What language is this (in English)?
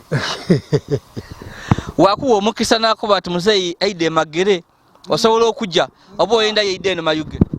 Ganda